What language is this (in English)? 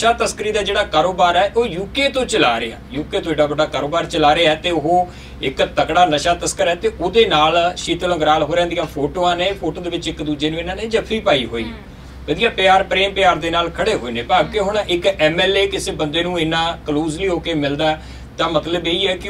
Punjabi